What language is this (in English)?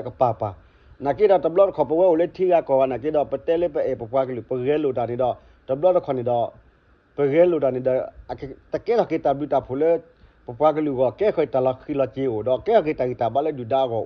S'gaw Karen